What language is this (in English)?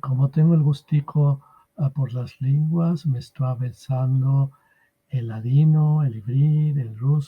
Ladino